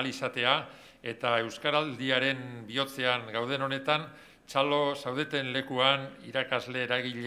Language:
Basque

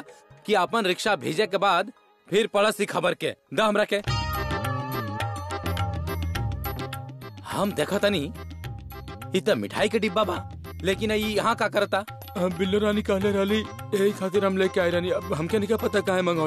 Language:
Bhojpuri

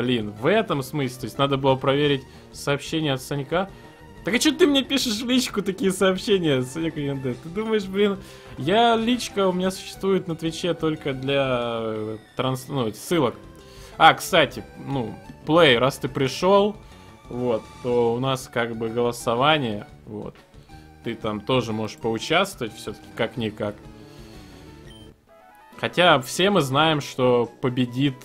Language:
Russian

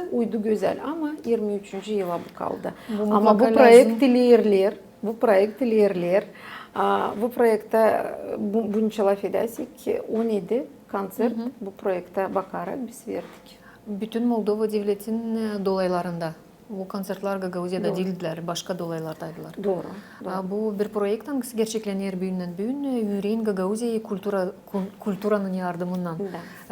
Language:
Gagauz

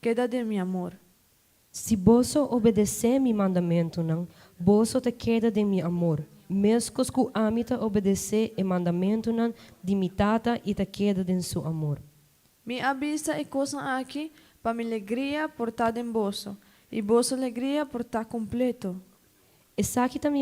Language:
Papiamento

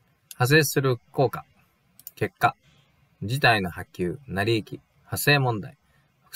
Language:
Japanese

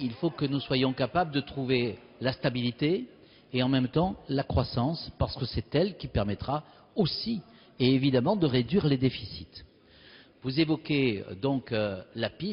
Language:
French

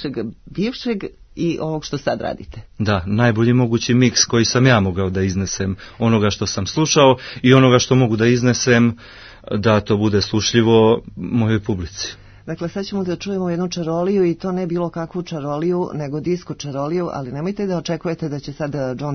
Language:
Serbian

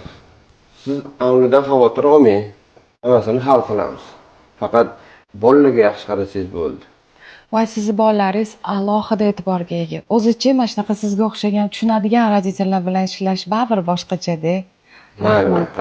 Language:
Uzbek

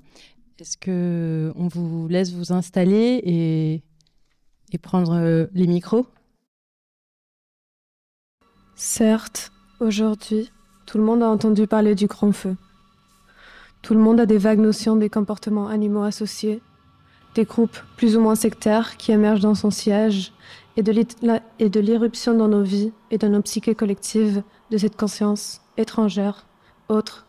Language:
French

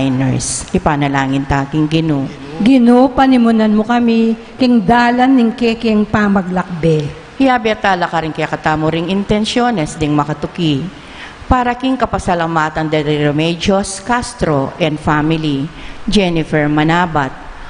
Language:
Pampanga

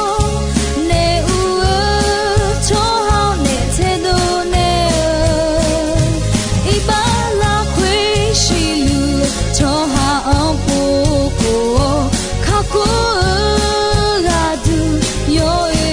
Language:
Akha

